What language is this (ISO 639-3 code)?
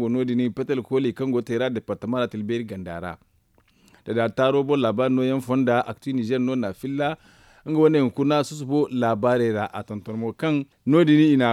dje